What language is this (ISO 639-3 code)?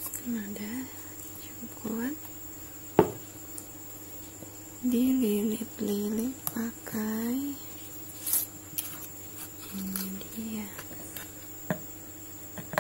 ind